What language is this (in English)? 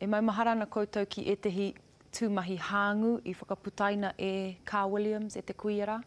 Māori